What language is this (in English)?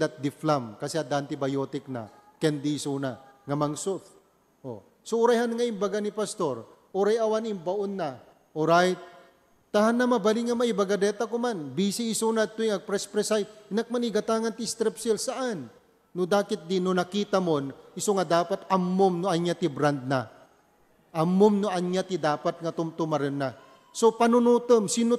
Iloko